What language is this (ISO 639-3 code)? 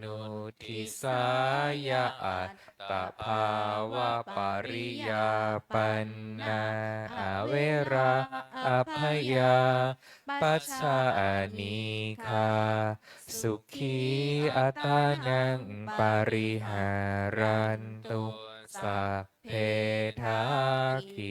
pli